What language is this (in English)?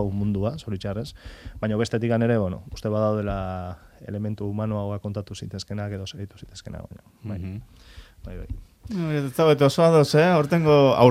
Basque